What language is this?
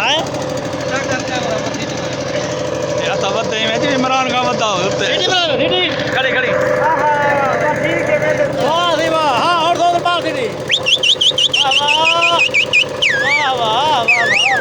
Saraiki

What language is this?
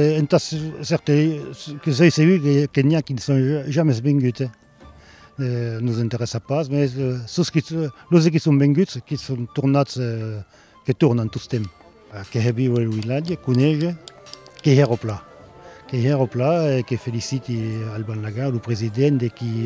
Occitan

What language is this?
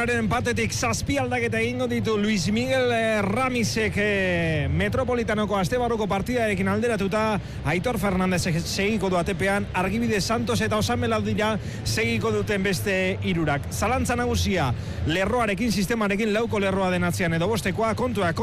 Basque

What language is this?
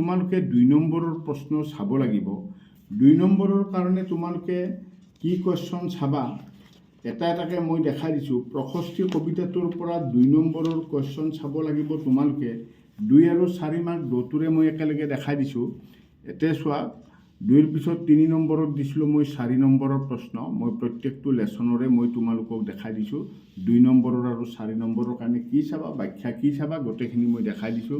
Assamese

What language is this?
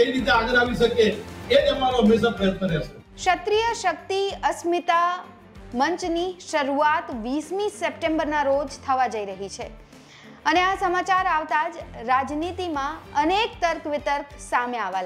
Gujarati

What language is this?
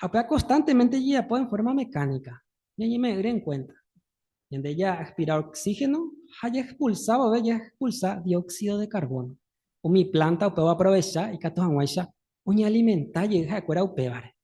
Guarani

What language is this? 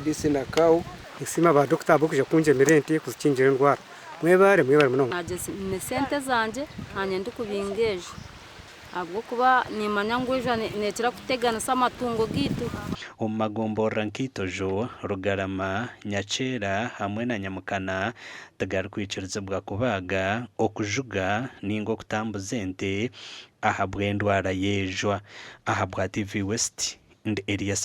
Nyankole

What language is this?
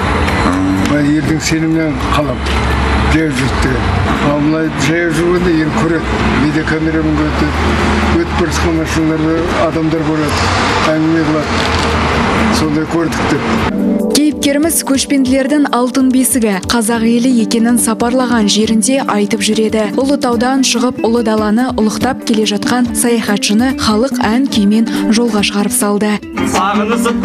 Kazakh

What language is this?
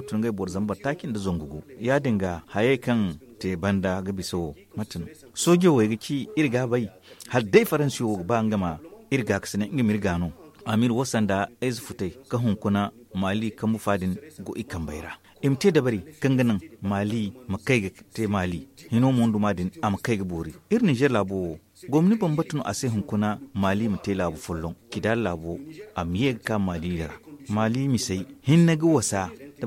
Zarma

